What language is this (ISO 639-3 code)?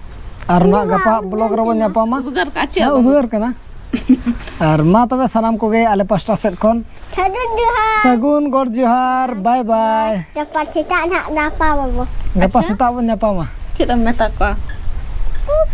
sat